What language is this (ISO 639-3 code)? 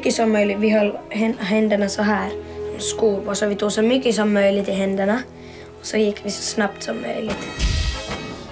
swe